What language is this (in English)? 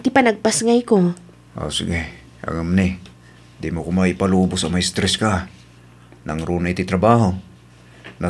Iloko